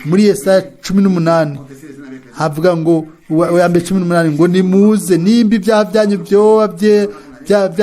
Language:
Rundi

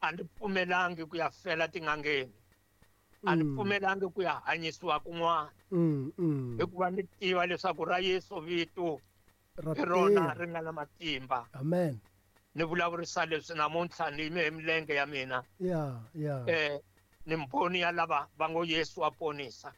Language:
Tsonga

